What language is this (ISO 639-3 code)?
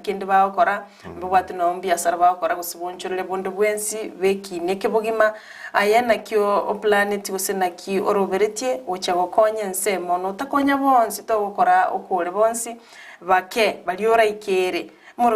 guz